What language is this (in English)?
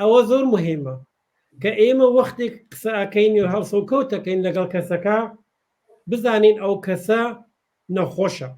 Central Kurdish